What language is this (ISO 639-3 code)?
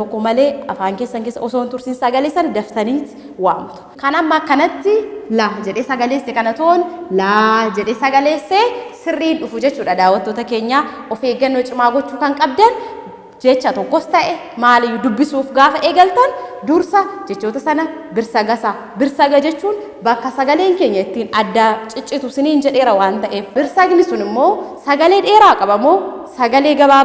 orm